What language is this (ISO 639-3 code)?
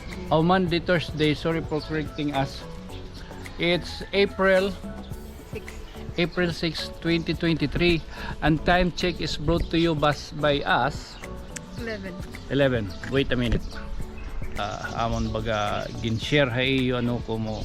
war